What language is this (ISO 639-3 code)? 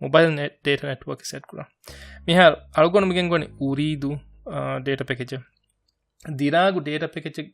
div